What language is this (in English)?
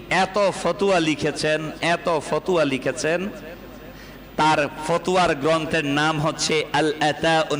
Bangla